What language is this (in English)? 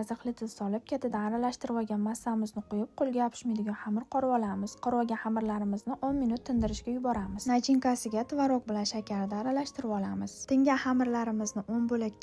Uzbek